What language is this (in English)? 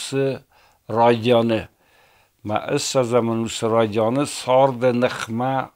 Ossetic